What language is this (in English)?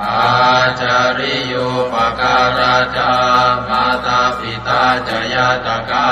Pali